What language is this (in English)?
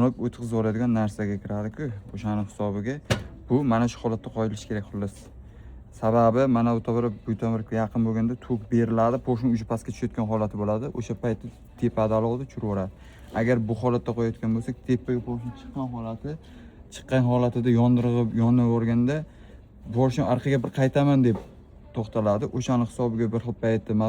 Uzbek